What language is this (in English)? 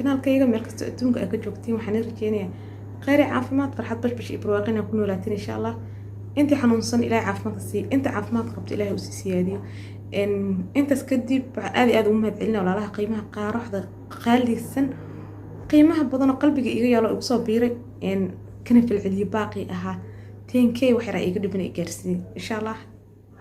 Somali